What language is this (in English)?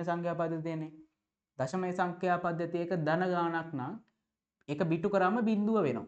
Sinhala